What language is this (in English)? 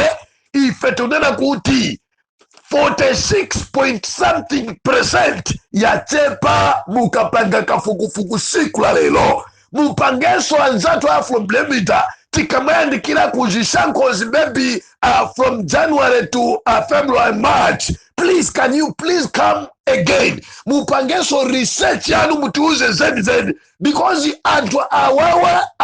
Nyanja